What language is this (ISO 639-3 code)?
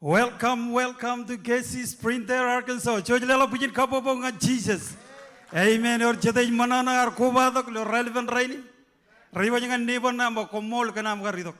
mah